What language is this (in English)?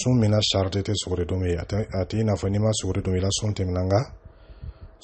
Dyula